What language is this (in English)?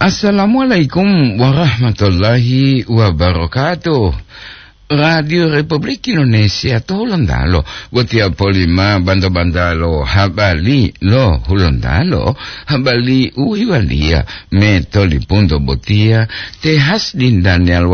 Gorontalo